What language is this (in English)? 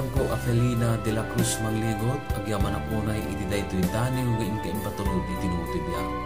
Iloko